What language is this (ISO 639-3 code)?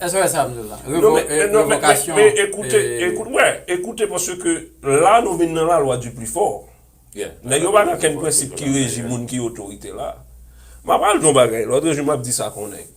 hat